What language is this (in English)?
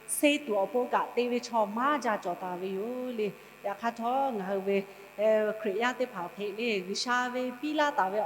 Lahu